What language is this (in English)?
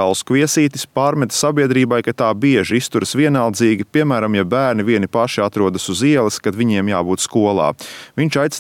Latvian